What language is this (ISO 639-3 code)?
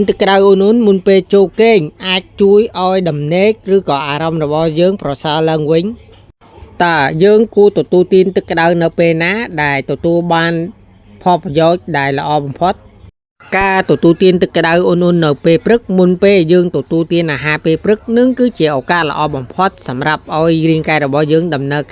khm